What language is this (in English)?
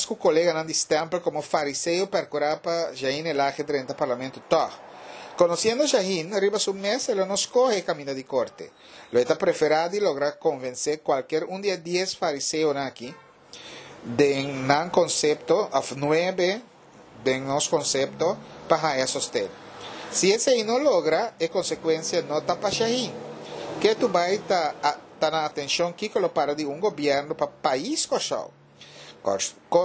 Papiamento